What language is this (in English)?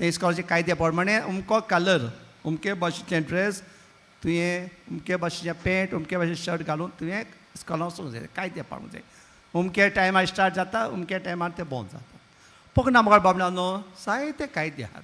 Konkani